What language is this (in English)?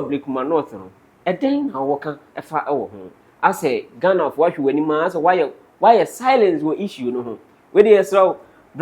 Akan